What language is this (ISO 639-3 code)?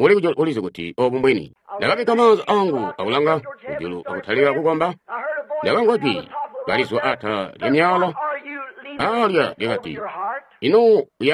toi